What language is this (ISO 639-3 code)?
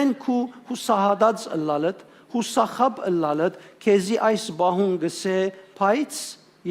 hyw